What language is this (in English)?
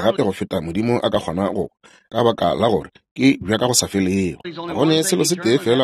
Northern Sotho